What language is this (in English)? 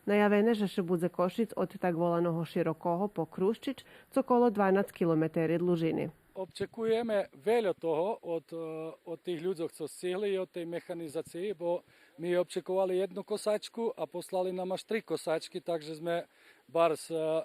Rusyn